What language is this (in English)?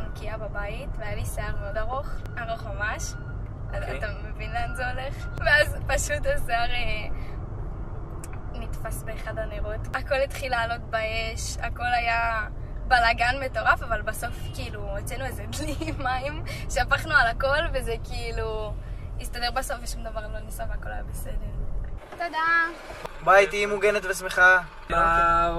Hebrew